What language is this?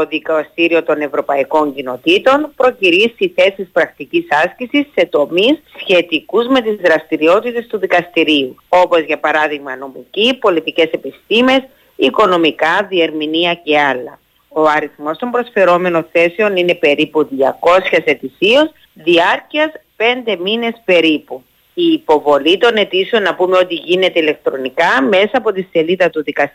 Greek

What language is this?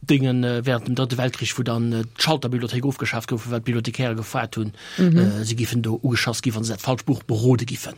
Luxembourgish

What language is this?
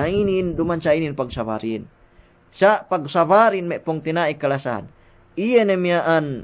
Yakan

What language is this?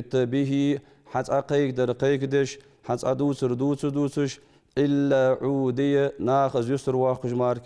Ingush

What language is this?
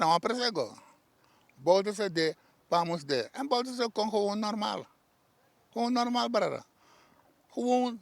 Sranan Tongo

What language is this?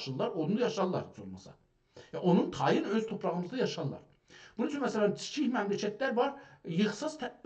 South Azerbaijani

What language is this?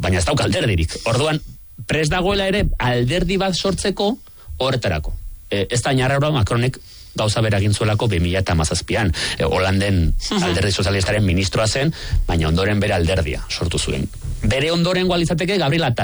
Basque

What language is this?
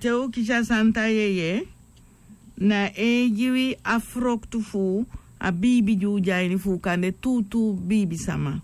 Sranan Tongo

